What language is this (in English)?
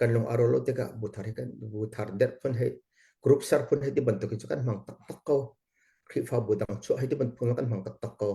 Hakha Chin